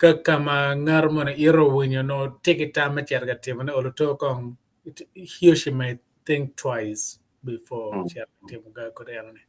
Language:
Acoli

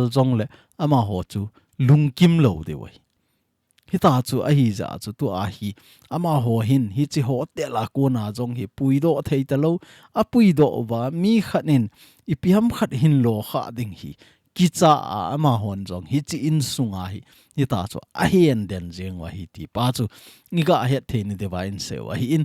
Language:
Thado Chin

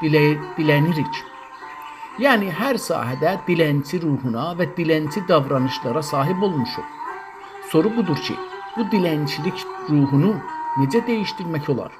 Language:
South Azerbaijani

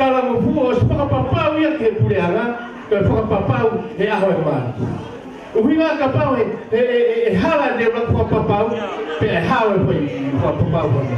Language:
Tongan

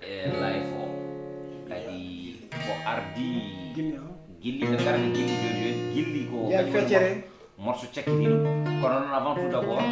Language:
Fula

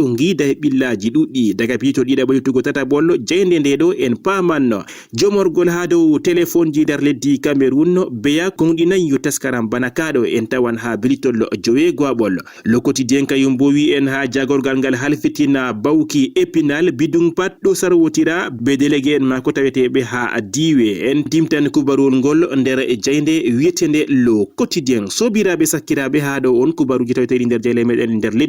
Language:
Fula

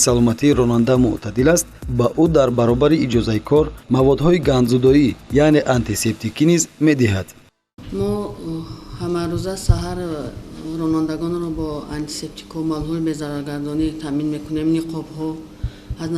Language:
Tajik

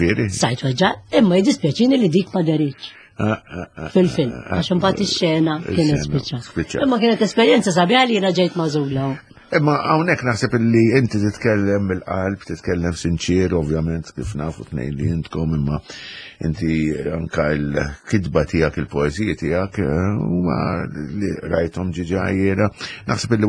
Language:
Maltese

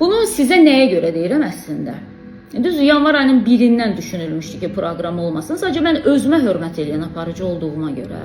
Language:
Azerbaijani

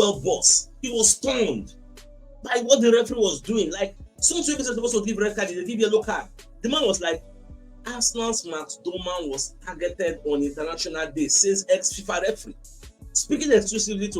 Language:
Nigerian Pidgin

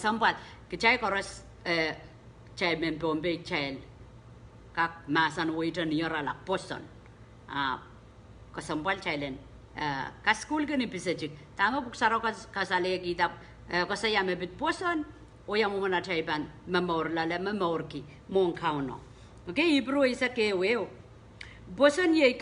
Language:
Pohnpeian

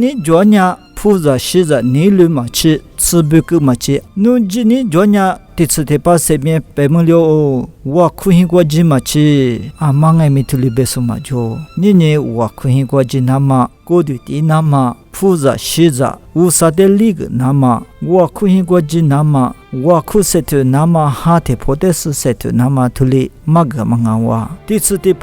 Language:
Lisu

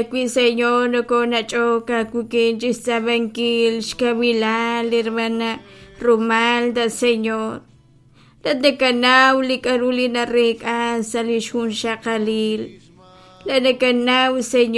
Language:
Kekchí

